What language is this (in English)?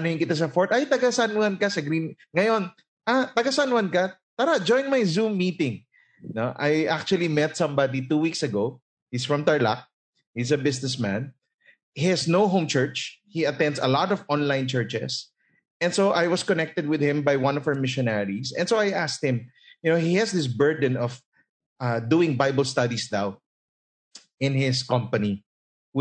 Filipino